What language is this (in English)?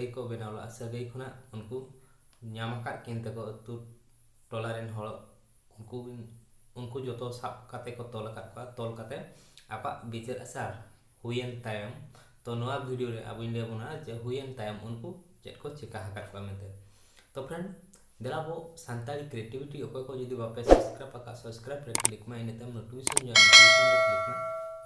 Santali